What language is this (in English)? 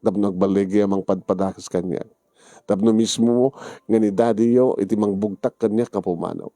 Iloko